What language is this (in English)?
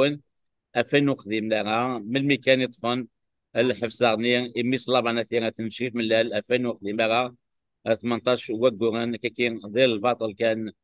Kabyle